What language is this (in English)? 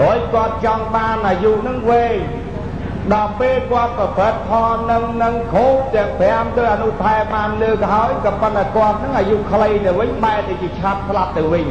Khmer